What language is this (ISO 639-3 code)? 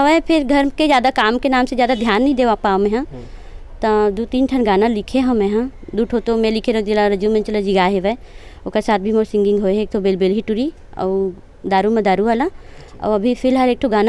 hne